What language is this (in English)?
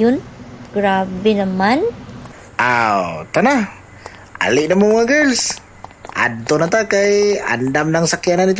Cebuano